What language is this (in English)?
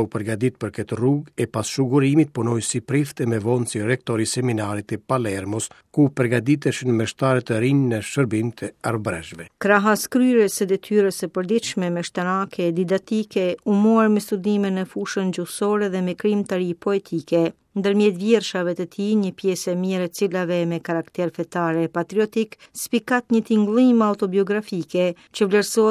Albanian